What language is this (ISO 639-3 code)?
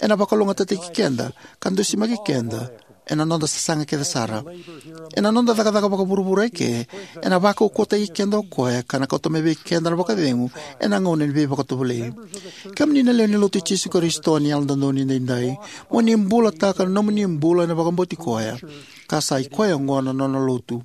fij